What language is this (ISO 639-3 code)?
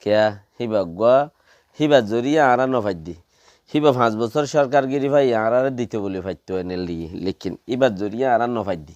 rhg